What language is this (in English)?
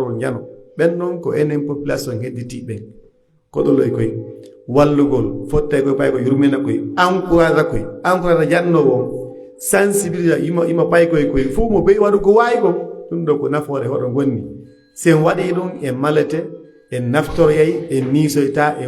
Pular